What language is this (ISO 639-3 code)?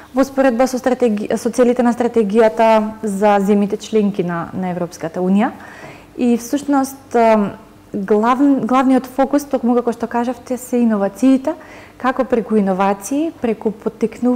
mkd